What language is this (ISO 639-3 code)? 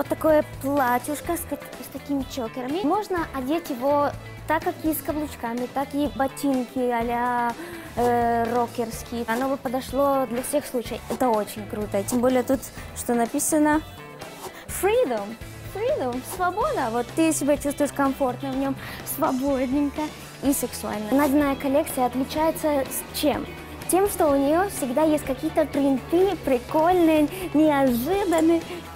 rus